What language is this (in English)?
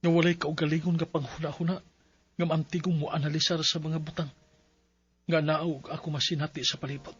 Cebuano